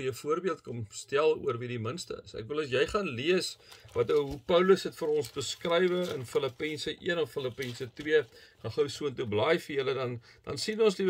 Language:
Afrikaans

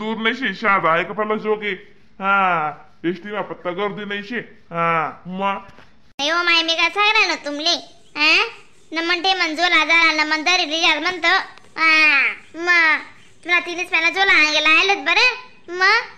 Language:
Khandesi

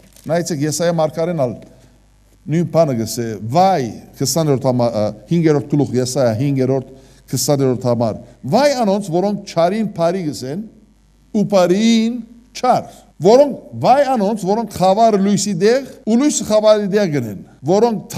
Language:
Western Armenian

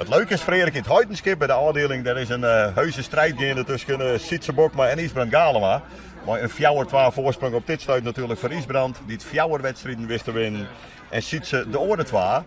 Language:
Western Frisian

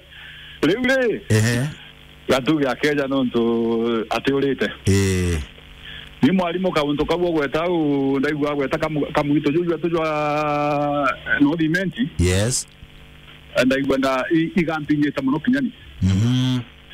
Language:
Meru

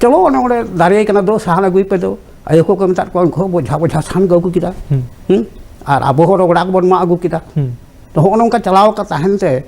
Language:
Santali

